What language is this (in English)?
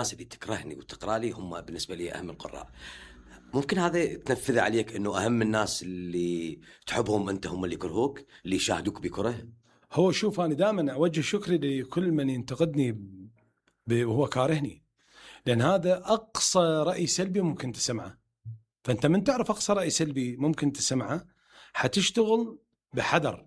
Mesopotamian Arabic